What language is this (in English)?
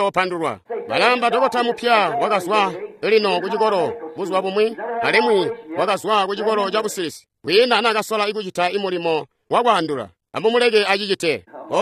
Tonga (Zambia)